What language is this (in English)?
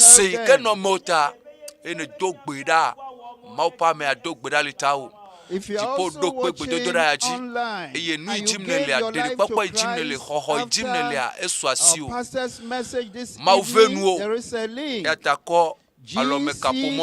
Ewe